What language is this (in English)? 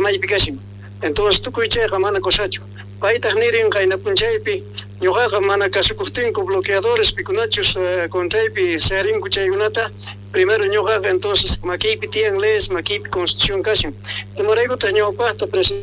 South Bolivian Quechua